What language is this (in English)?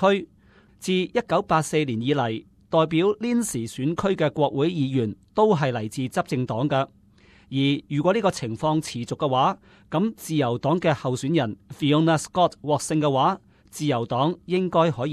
Cantonese